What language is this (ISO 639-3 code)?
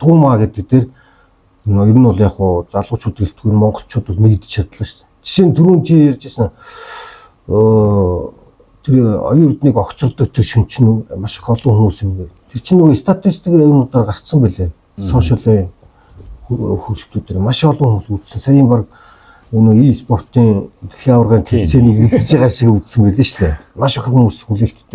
mon